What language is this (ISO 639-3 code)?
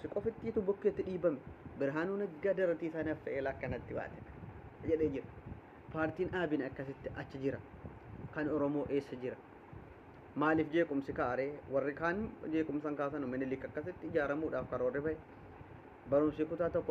orm